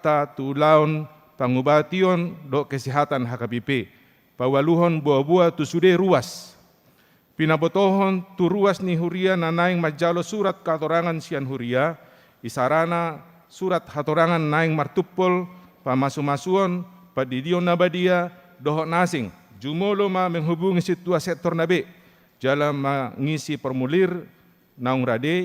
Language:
Batak Toba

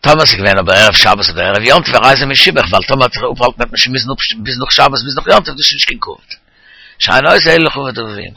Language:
Yiddish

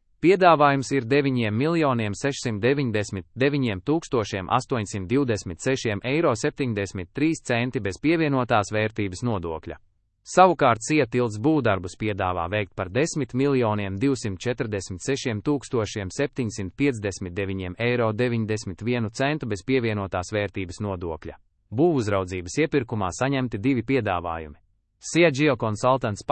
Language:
Latvian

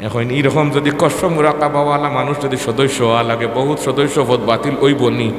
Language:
Sylheti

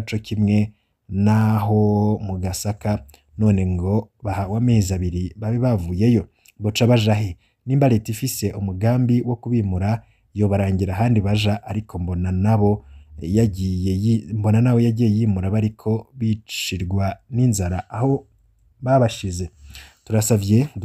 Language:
Rundi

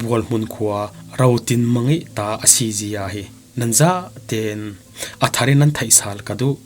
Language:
Falam Chin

